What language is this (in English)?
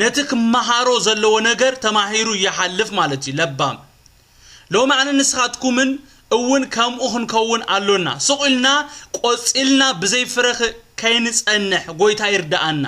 Tigrinya